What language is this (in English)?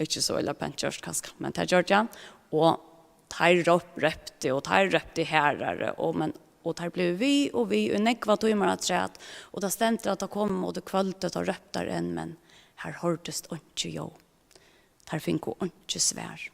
Faroese